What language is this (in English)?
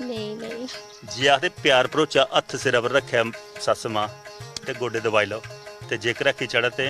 Dogri